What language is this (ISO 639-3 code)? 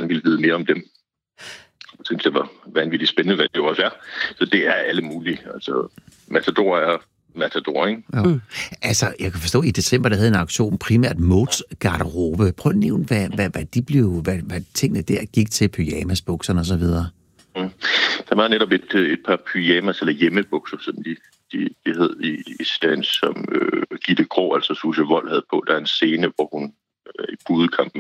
dan